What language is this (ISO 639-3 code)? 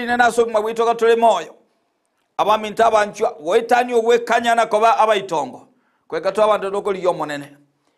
guz